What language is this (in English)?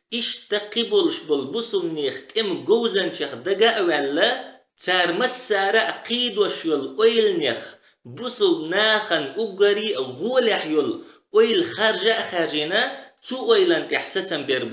Chechen